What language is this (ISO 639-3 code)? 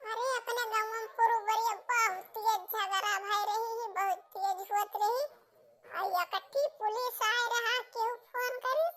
awa